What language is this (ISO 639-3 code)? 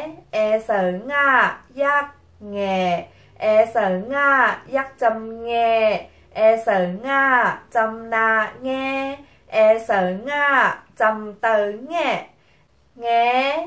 shn